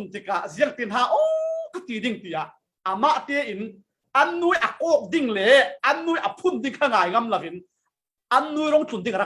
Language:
Falam Chin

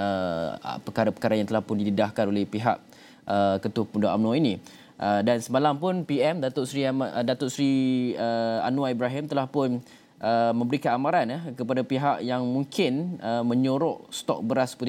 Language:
Malay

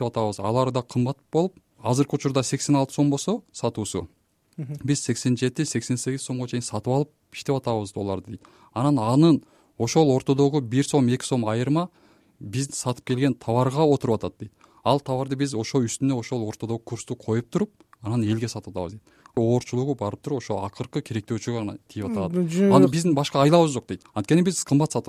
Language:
Kyrgyz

